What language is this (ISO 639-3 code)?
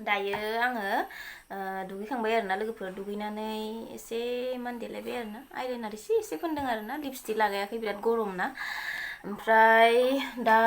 brx